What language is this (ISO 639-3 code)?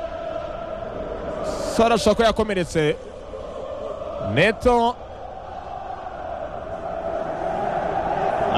kin